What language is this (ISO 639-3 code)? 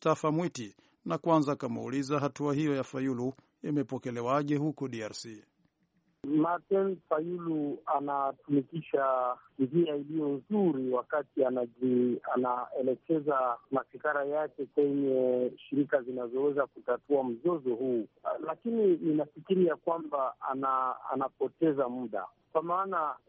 swa